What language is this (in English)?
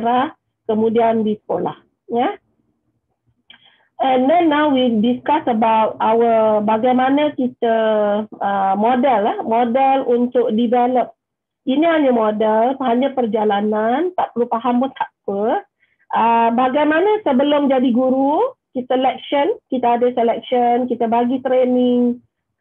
Malay